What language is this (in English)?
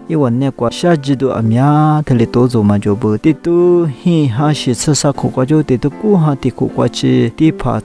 Lisu